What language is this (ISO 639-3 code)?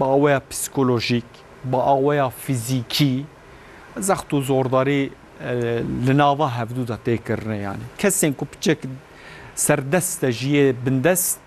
kur